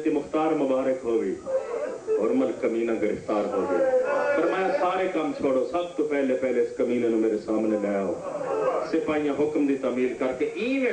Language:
Urdu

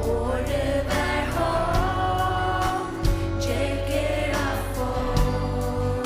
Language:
Faroese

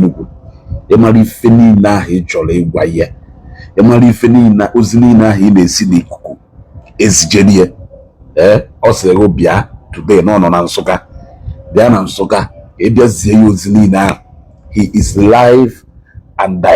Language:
Igbo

